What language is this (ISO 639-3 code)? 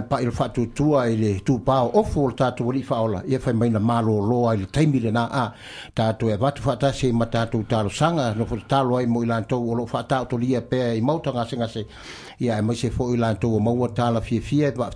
smo